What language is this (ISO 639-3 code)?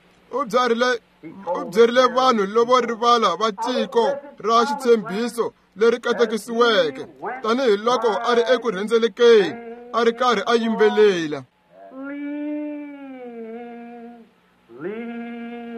tso